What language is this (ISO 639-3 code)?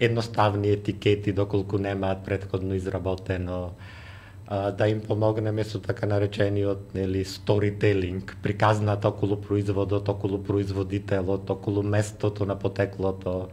mkd